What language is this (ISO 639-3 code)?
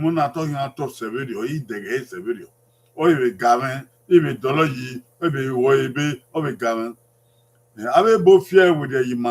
bin